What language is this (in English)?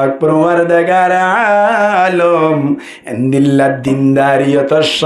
Rohingya